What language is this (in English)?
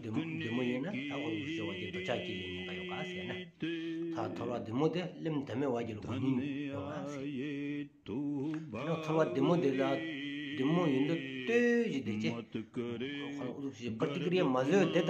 Stod Bhoti